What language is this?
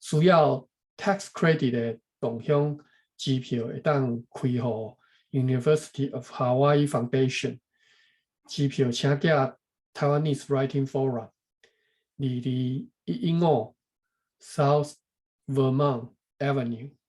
Min Nan Chinese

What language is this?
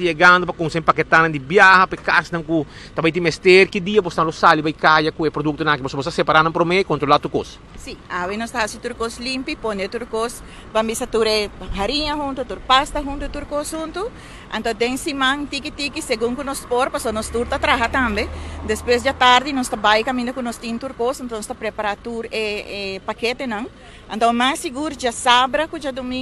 Papiamento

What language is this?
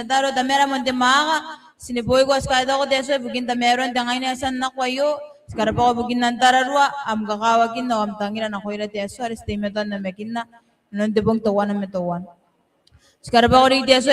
Gilbertese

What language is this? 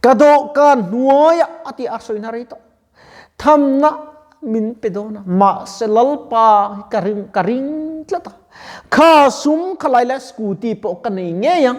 Mizo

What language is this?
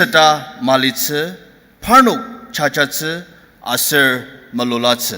Ao Naga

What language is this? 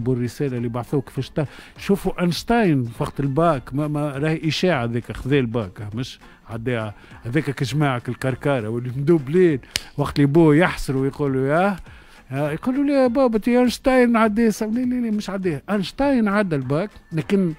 Tunisian Arabic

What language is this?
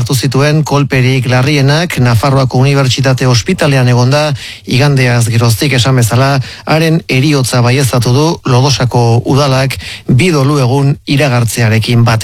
Basque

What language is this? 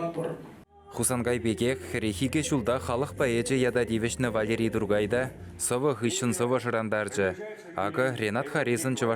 Chuvash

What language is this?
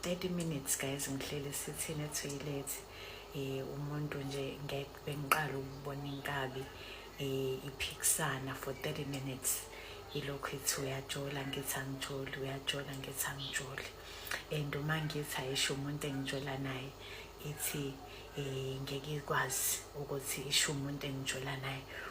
Zulu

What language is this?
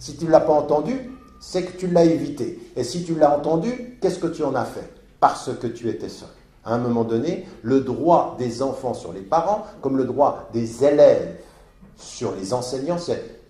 French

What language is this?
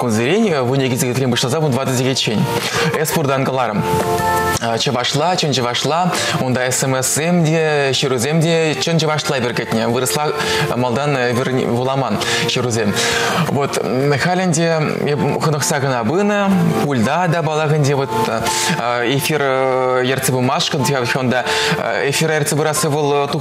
Chuvash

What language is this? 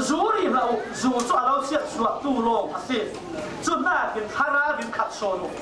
Falam Chin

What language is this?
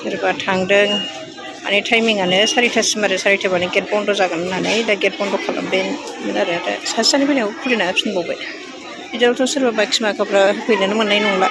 Bodo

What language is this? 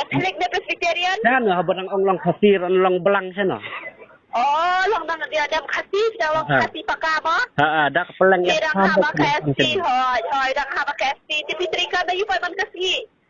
Khasi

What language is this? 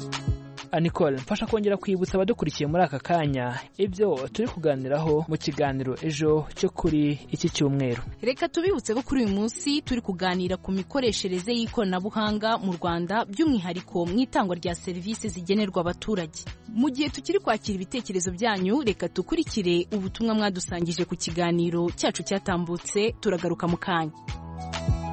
Kinyarwanda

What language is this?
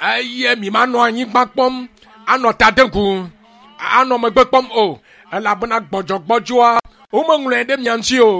Ewe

